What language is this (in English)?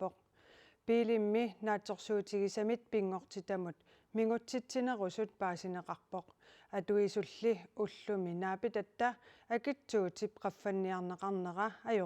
Kalaallisut